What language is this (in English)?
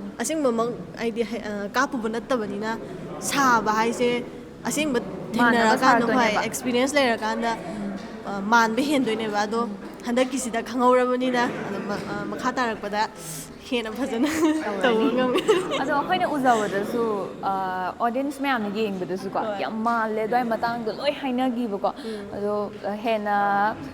Manipuri